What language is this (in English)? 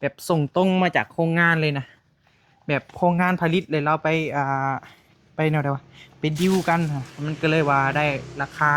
Northeastern Thai